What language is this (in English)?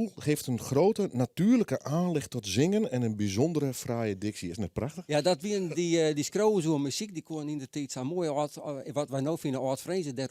Western Frisian